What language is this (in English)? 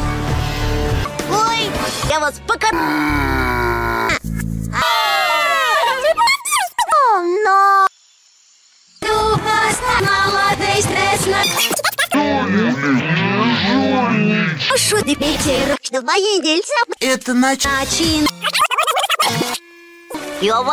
Russian